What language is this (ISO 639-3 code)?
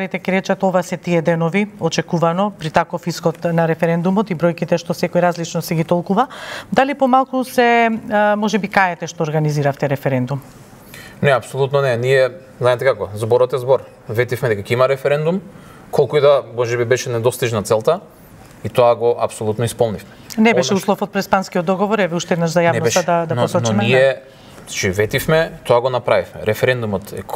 mkd